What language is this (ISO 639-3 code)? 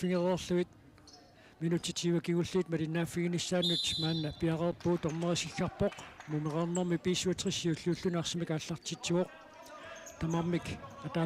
kal